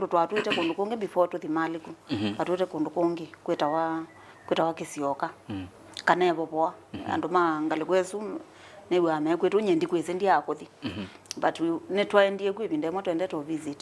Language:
Kamba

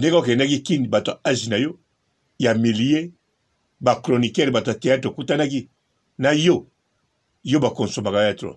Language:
Lingala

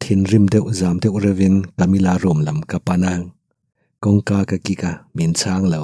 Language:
Mizo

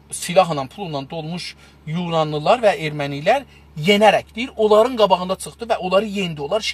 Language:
South Azerbaijani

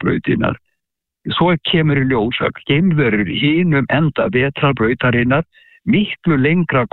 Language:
Icelandic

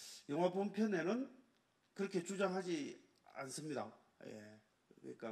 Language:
Korean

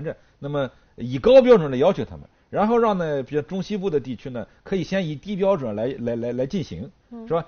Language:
Chinese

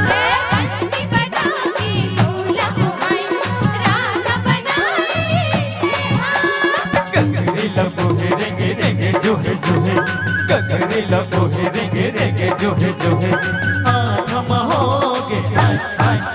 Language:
Chhattisgarhi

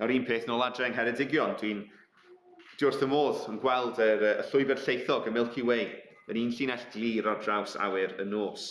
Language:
Welsh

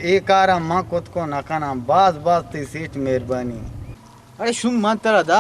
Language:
Eastern Balochi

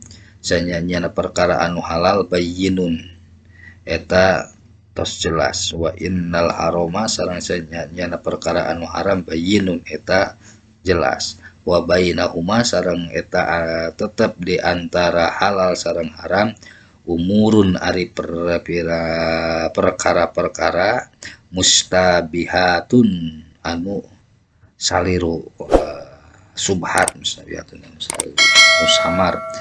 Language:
Sundanese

